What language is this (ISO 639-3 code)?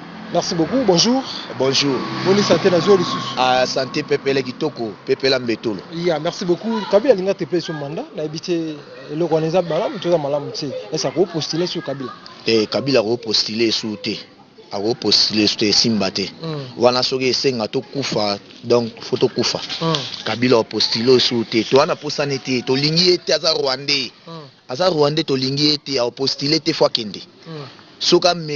lin